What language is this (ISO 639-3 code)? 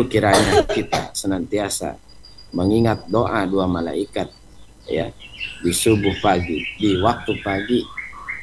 ind